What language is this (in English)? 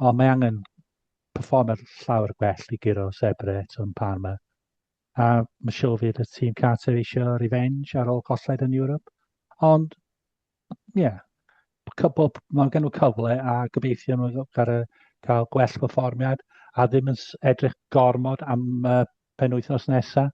Welsh